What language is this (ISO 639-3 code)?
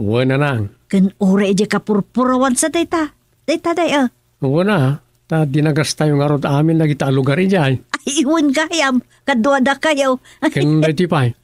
ilo